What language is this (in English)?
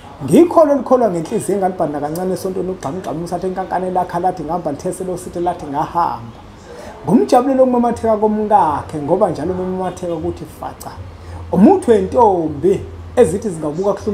Zulu